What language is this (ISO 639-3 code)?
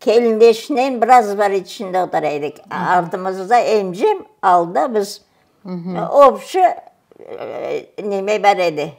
crh